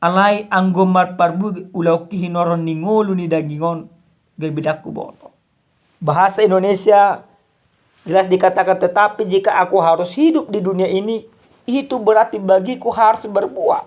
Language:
Batak Toba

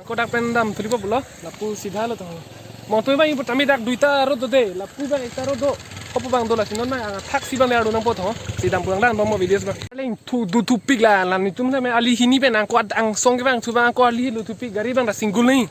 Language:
Karbi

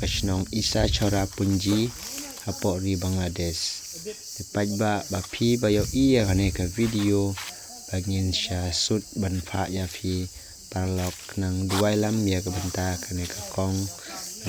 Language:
Khasi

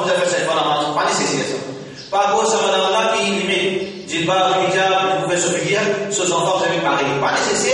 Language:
Morisyen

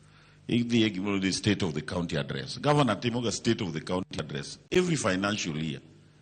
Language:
Luo (Kenya and Tanzania)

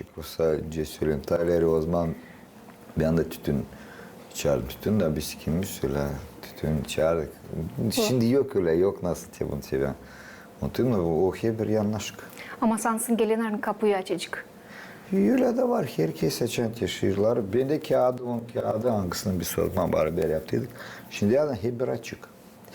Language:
Gagauz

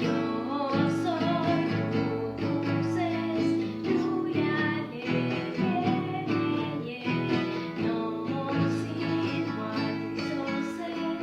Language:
Friulian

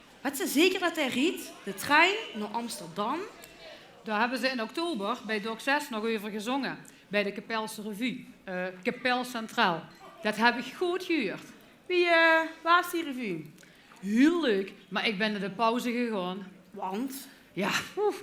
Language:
Limburgish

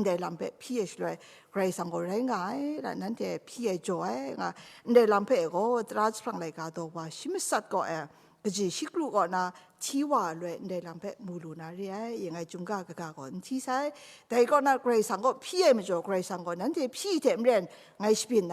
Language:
Kachin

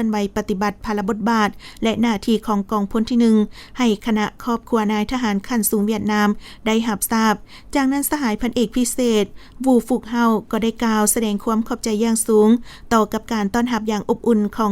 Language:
Lao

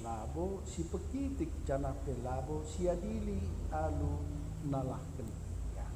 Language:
Batak Karo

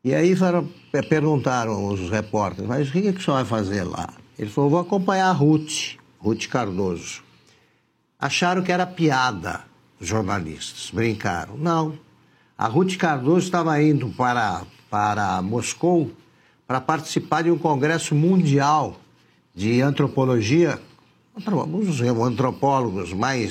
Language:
Portuguese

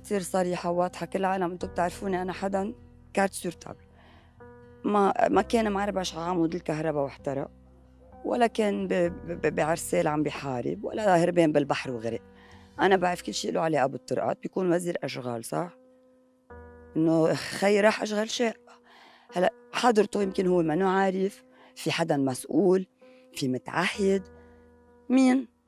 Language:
North Levantine Arabic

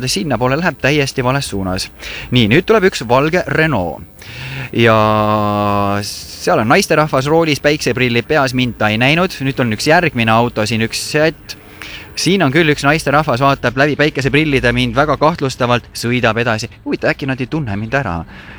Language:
Estonian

